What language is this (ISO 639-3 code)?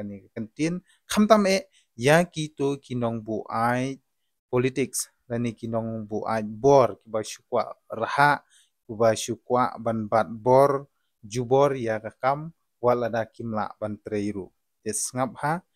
kha